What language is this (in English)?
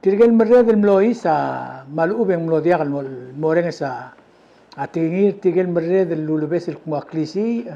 Palauan